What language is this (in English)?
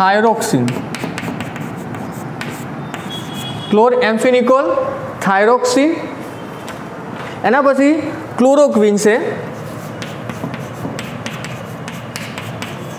Gujarati